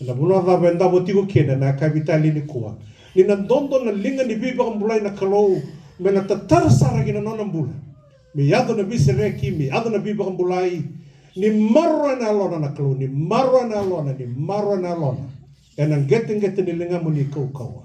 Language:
Fijian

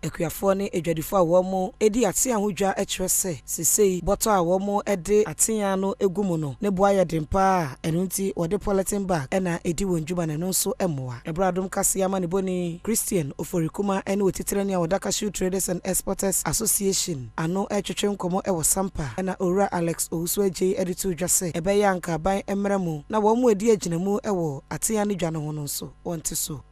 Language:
Akan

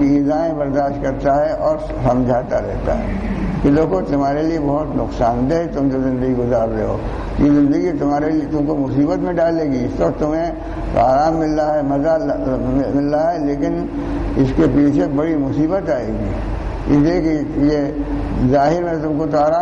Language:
Urdu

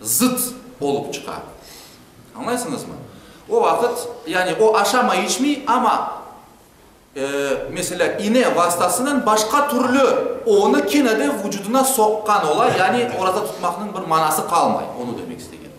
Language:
Crimean Tatar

